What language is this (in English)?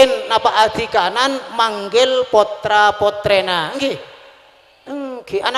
Madurese